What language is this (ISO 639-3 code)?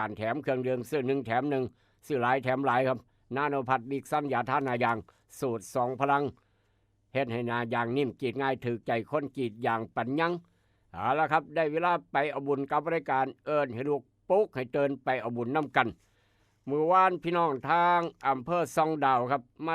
tts